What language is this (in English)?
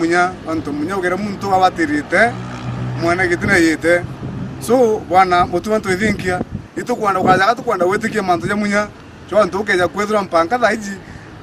Meru